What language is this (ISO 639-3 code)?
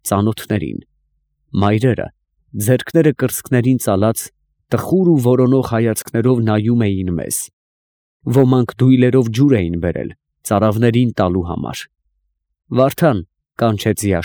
hye